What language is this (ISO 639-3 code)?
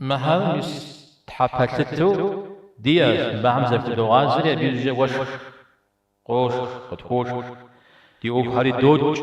kbd